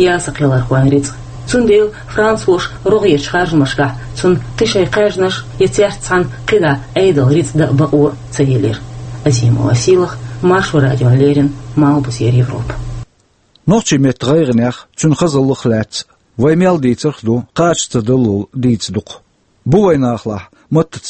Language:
Chechen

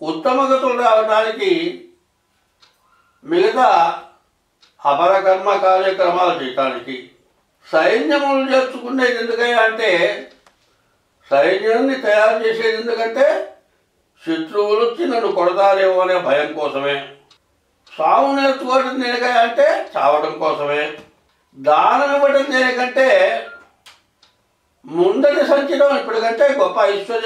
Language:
Telugu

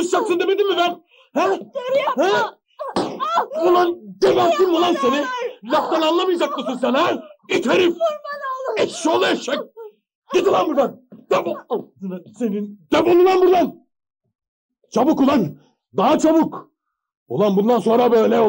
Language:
Turkish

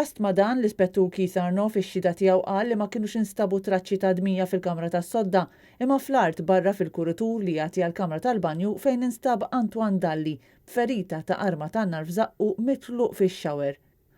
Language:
Maltese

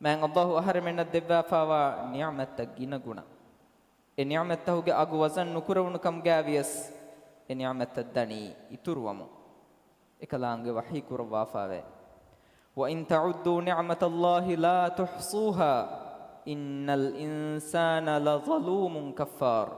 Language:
Divehi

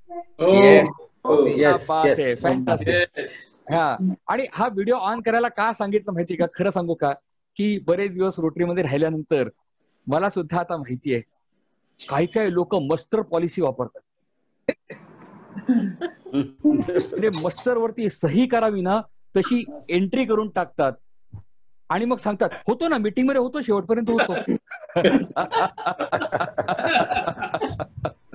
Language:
Marathi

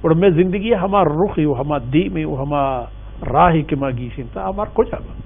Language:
Baluchi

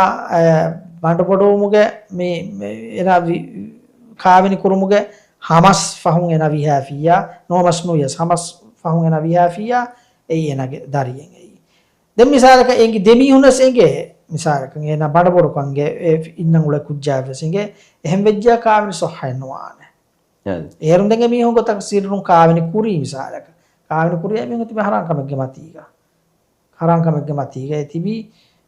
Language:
Divehi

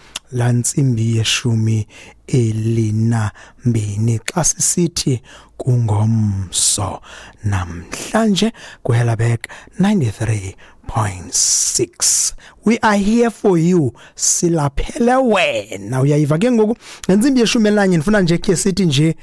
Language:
Xhosa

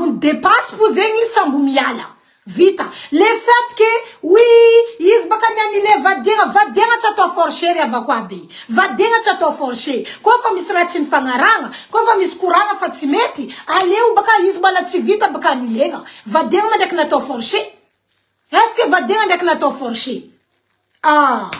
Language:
Malagasy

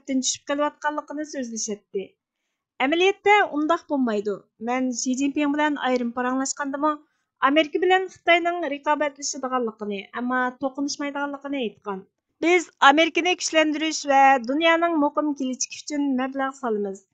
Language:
Uyghur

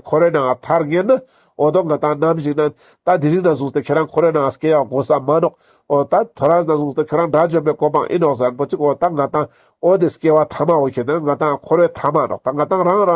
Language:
Ladakhi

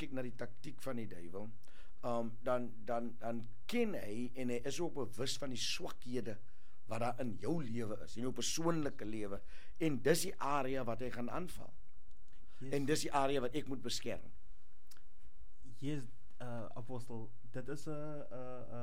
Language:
Afrikaans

